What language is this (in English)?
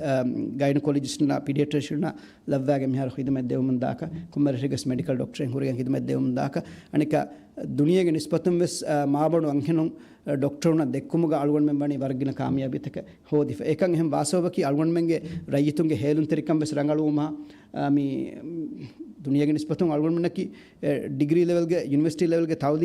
Divehi